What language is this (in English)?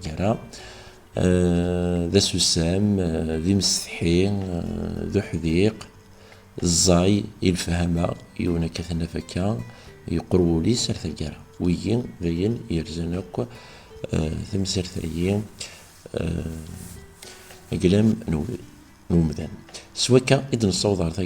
Kabyle